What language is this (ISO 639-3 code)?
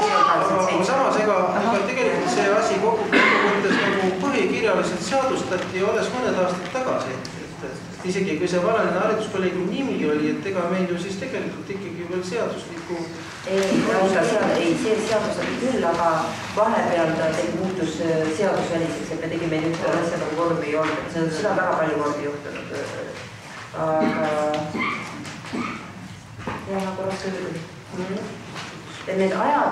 est